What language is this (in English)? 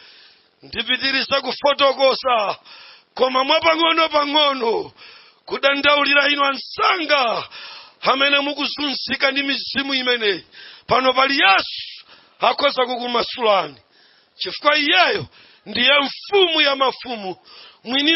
Nyanja